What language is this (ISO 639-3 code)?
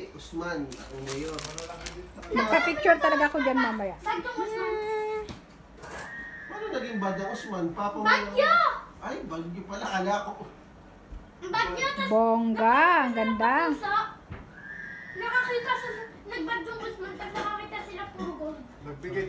fil